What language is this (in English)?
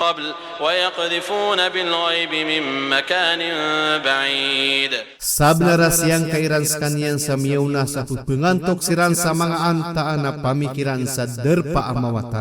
Maranao